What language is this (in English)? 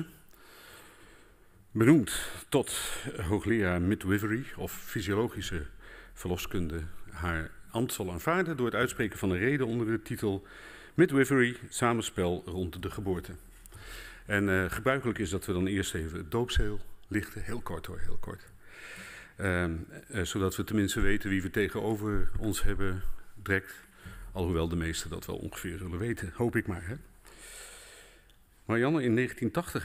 Dutch